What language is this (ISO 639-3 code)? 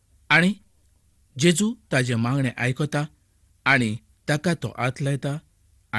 kok